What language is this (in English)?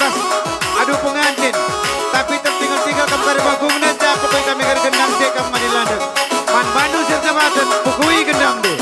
Batak Karo